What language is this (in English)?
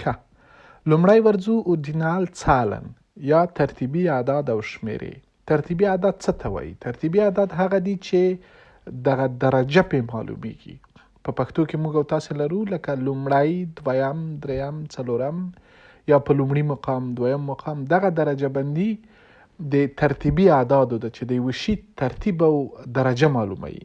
Pashto